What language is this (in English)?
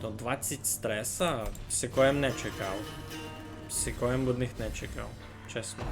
Rusyn